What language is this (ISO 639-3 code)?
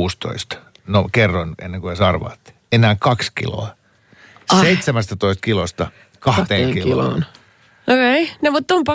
fin